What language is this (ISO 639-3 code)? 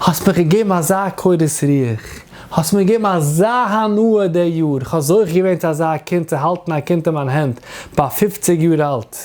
yid